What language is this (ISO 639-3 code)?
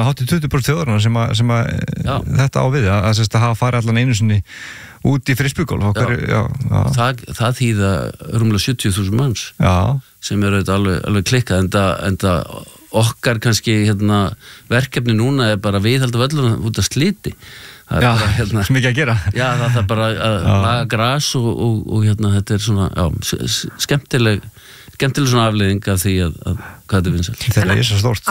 isl